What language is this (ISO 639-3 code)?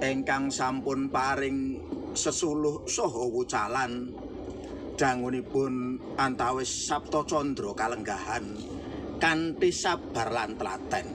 jav